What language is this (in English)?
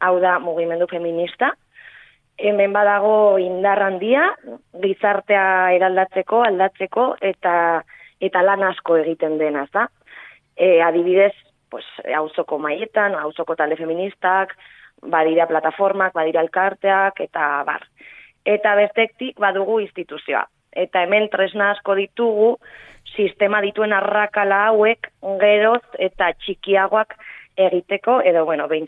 Basque